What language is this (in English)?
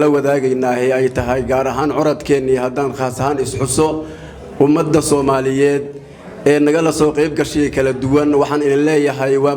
Somali